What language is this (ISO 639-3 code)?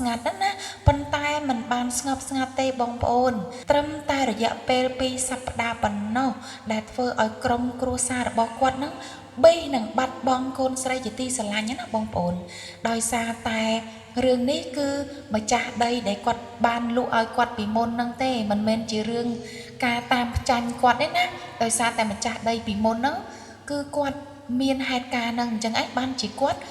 khm